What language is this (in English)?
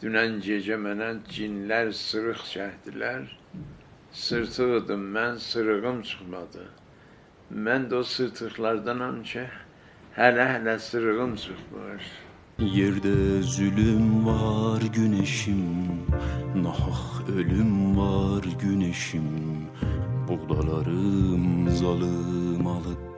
South Azerbaijani